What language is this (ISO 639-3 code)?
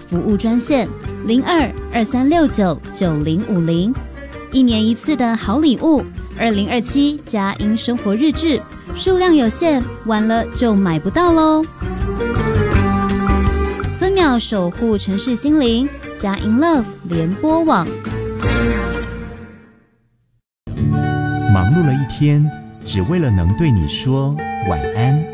zho